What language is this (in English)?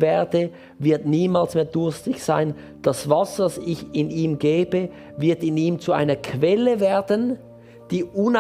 Swiss German